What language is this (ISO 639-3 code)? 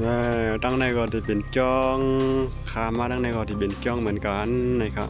shn